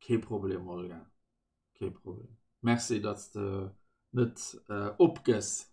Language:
Luxembourgish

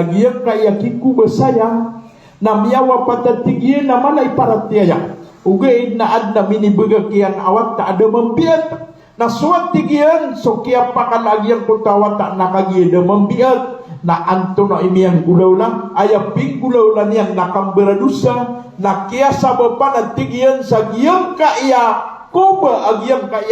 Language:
Maranao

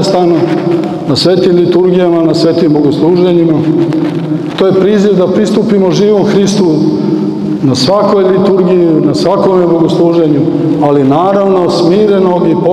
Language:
Serbian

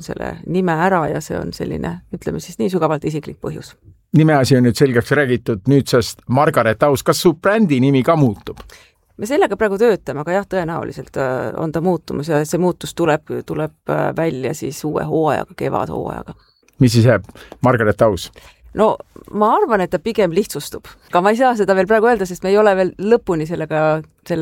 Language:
Estonian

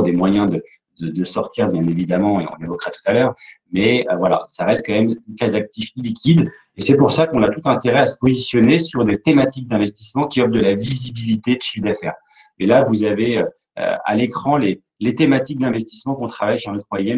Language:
French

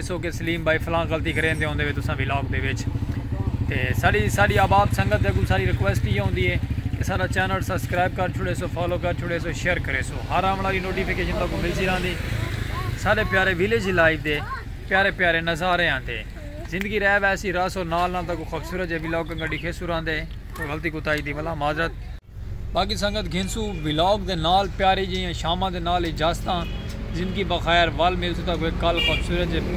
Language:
Saraiki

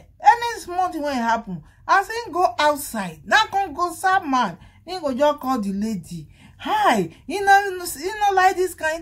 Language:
Nigerian Pidgin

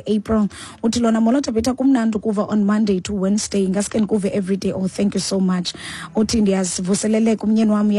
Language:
Xhosa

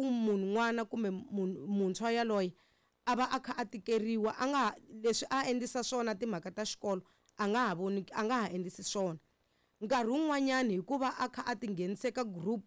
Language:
Tsonga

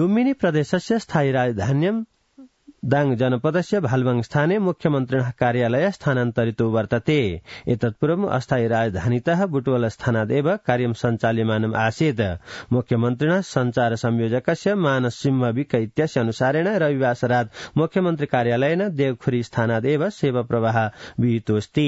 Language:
Sanskrit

